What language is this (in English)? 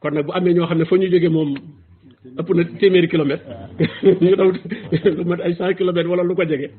Wolof